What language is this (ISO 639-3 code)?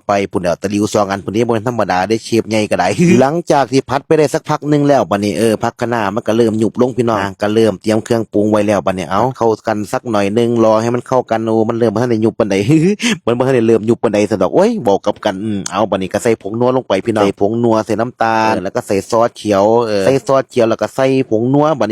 tts